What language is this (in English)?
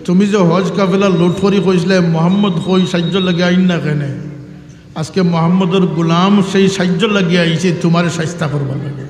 Sylheti